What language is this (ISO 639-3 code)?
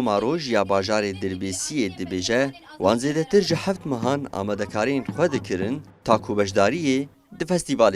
kur